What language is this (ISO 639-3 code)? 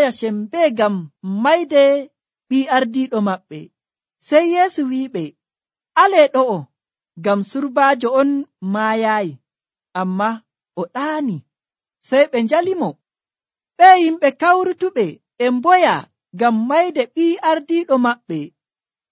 fuv